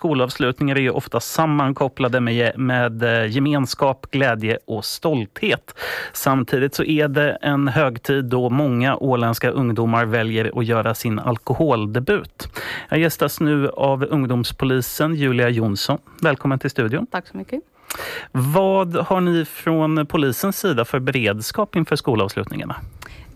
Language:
Swedish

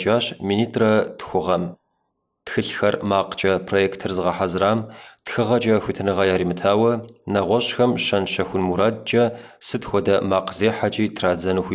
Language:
Kabardian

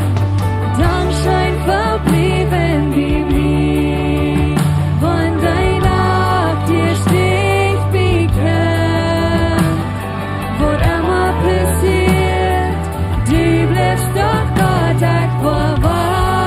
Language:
Plautdietsch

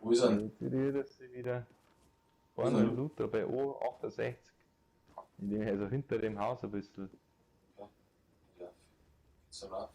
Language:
Bavarian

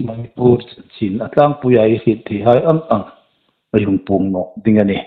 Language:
Hmar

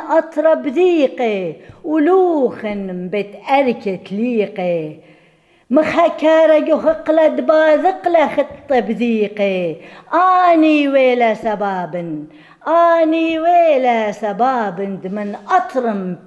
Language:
Assyrian Neo-Aramaic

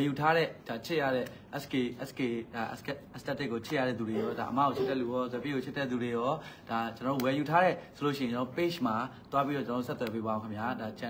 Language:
Burmese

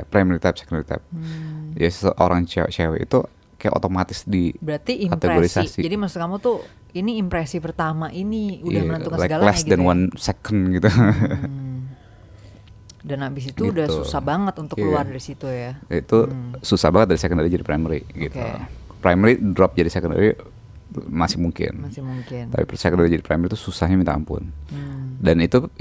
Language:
Indonesian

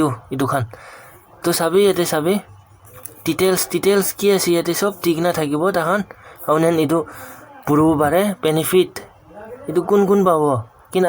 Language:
Naga Pidgin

